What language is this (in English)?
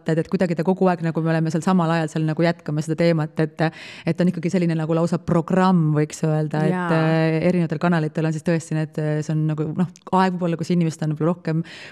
Estonian